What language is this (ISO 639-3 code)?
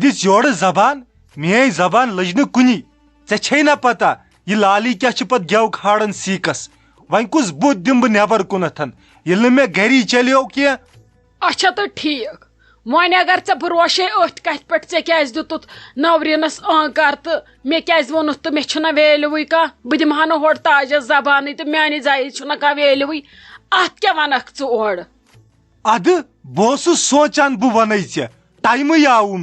kas